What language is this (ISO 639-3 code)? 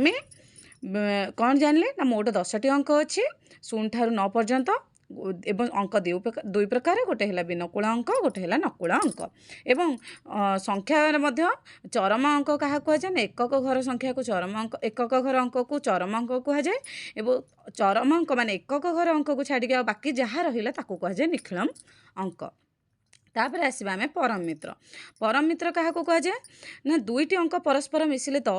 ori